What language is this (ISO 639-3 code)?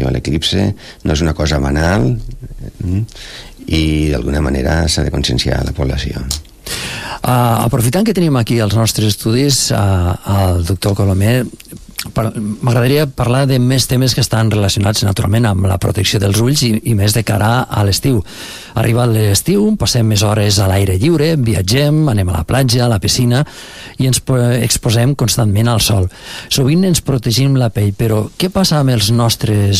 cat